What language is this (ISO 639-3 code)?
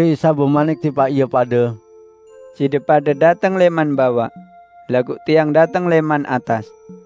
sas